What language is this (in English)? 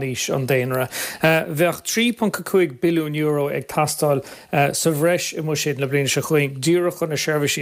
Irish